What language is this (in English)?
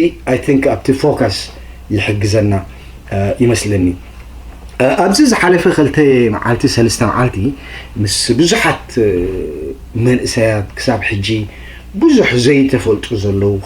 Tigrinya